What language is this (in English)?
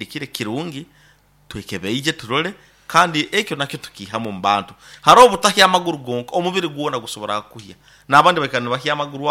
Nyoro